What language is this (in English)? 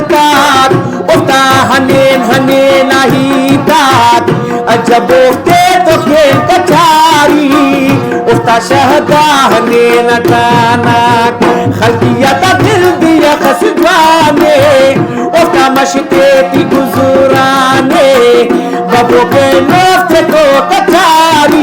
Brahui